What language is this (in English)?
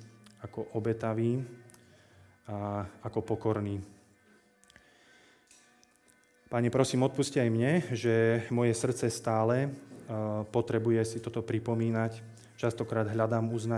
Slovak